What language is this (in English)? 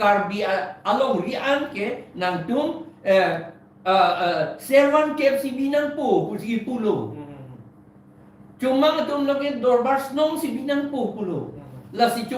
Karbi